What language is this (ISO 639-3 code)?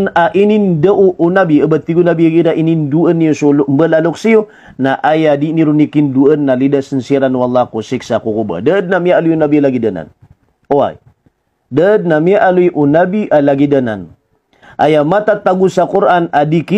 mrw